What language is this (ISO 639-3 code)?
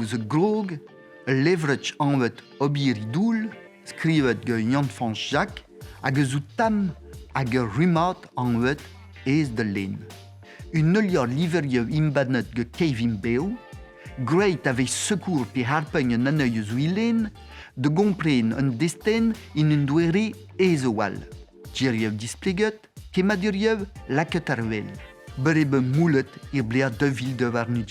bre